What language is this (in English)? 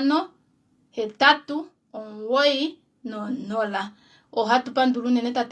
Kuanyama